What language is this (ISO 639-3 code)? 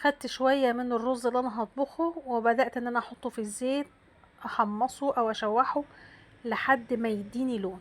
arz